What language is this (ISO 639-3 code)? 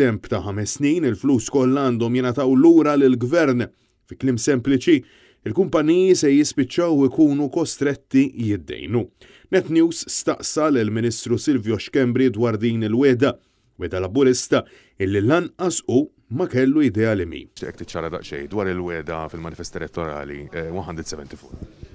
mlt